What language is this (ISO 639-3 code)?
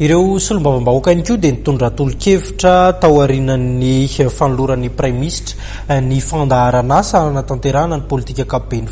mlg